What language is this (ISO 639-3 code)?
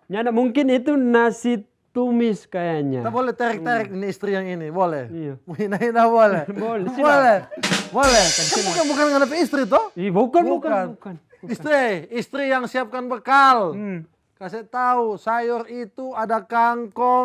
xmm